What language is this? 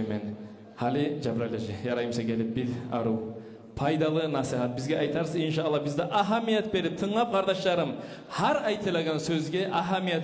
Kumyk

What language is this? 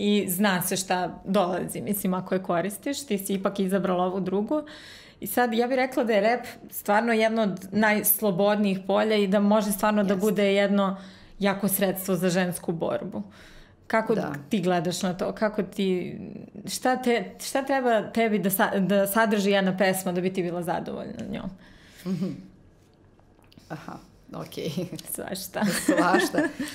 Serbian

